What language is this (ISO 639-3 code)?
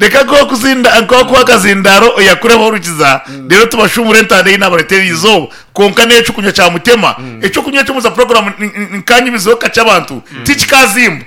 nyn